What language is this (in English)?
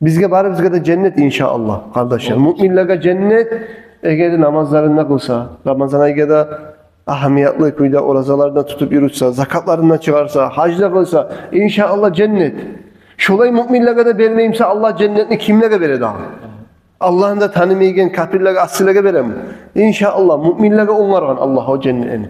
Kumyk